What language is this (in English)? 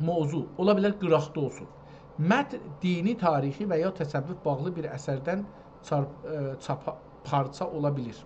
South Azerbaijani